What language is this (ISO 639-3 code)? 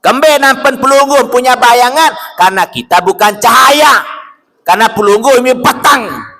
sas